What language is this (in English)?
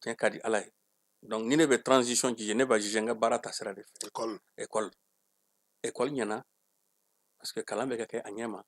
Bambara